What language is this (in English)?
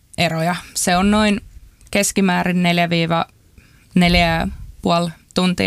Finnish